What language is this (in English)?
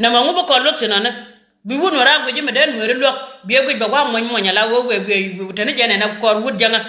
Nuer